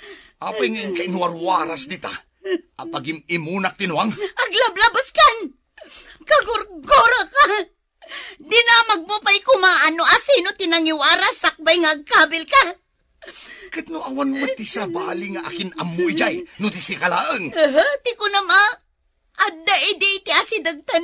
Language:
Iloko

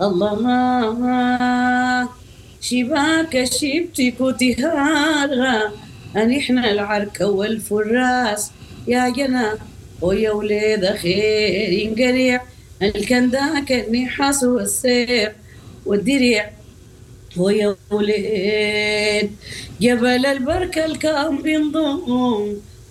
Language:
Sudanese Arabic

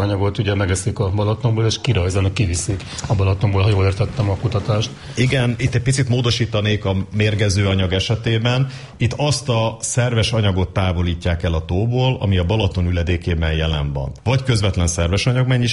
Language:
Hungarian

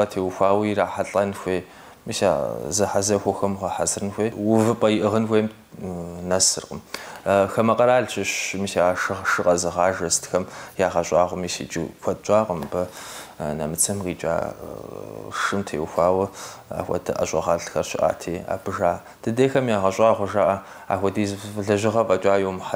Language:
Kabardian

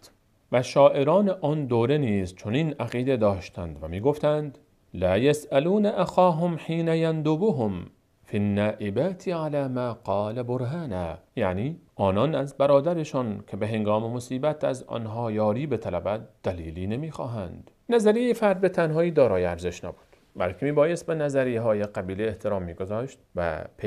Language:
Persian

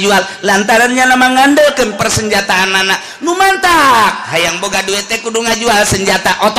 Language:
Sundanese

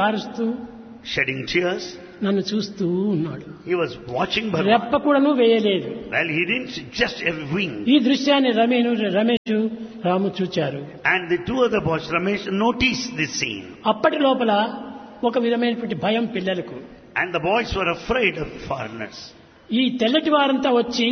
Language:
Telugu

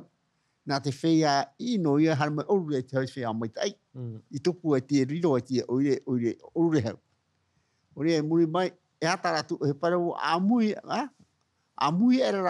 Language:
Tahitian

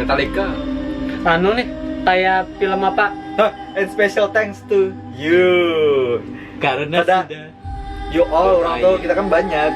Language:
Banjar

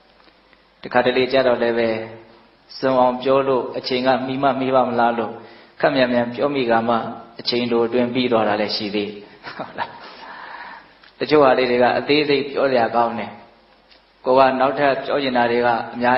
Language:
Burmese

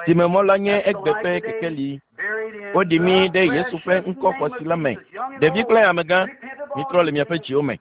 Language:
Ewe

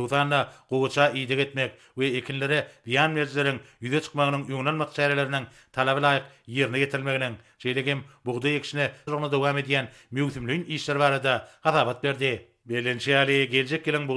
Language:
Turkmen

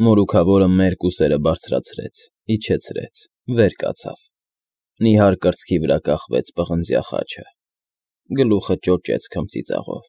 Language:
Armenian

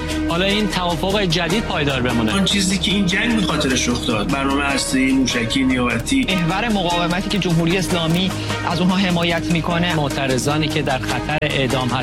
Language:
Persian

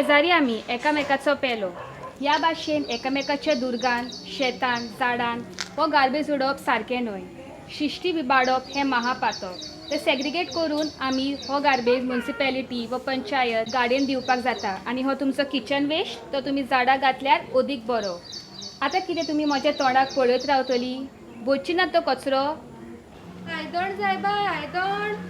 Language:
Konkani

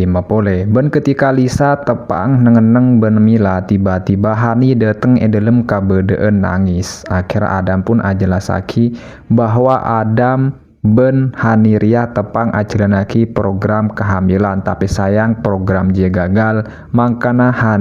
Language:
Madurese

